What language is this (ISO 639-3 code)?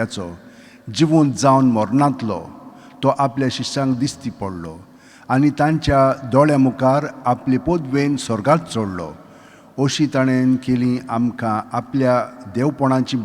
kok